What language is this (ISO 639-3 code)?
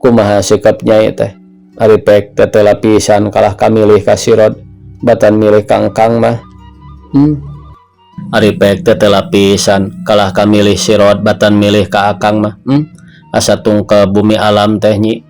sun